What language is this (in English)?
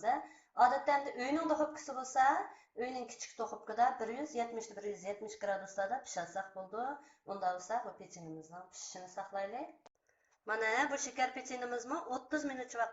Uyghur